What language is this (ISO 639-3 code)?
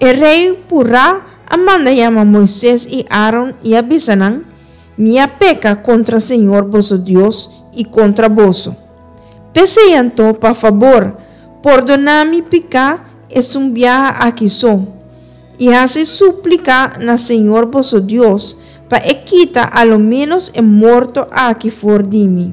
pap